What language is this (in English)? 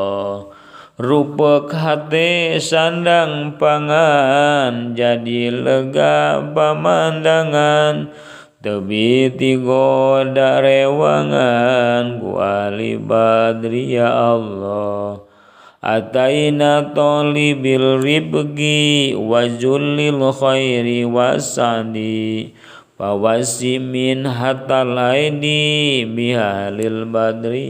Sundanese